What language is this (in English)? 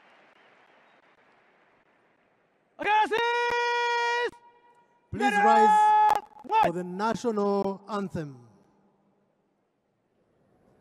Kinyarwanda